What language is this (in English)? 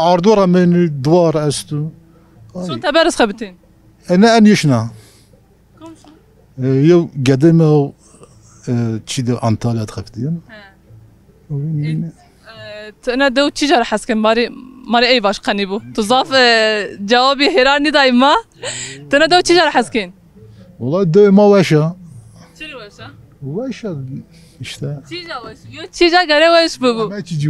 Zaza